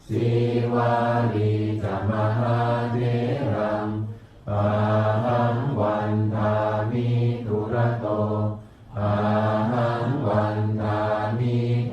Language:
Pali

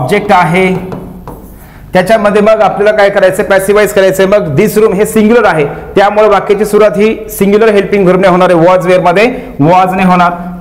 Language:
Marathi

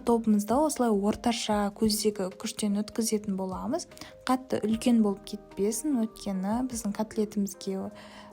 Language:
Kazakh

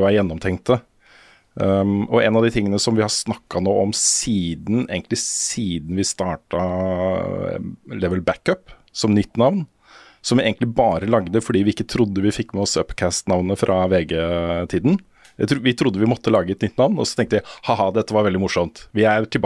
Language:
Norwegian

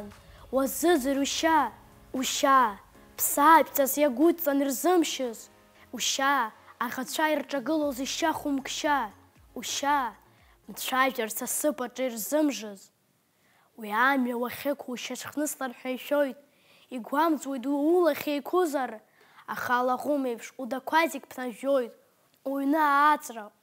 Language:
Abkhazian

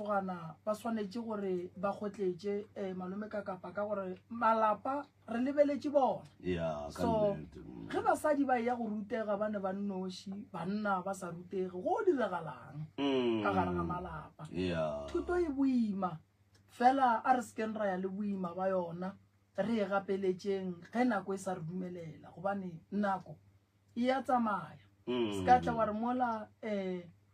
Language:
Northern Sotho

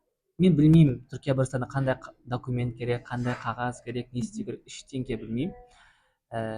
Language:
Kazakh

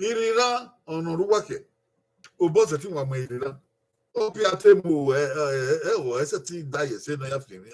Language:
Bini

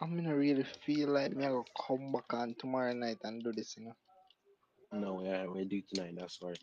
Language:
Jamaican Creole English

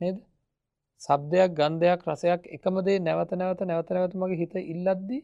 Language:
Sinhala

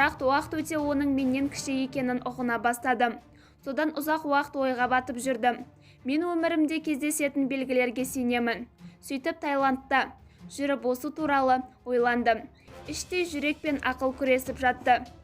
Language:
Kazakh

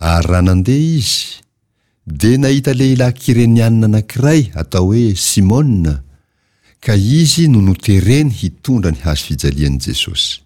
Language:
Malagasy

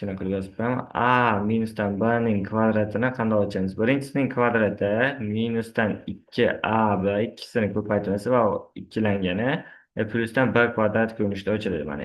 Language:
Uzbek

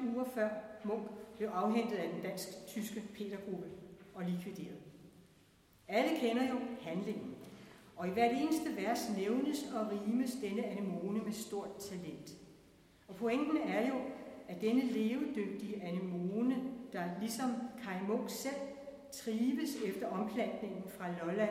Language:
Danish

